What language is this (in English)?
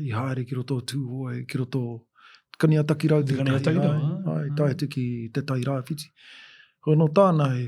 Māori